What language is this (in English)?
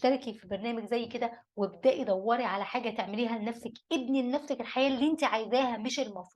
Egyptian Arabic